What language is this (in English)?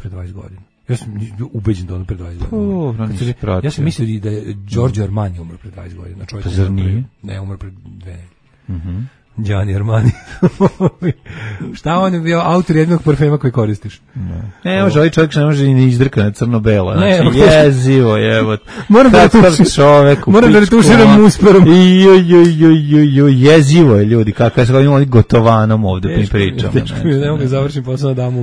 Serbian